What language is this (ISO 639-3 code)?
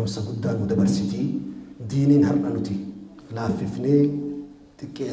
orm